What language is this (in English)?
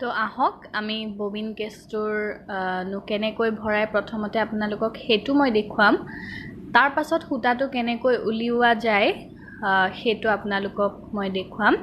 Assamese